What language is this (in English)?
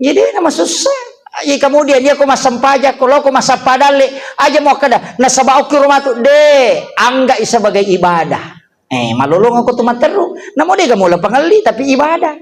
Buginese